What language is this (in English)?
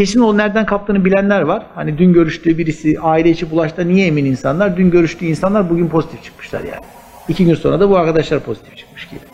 Turkish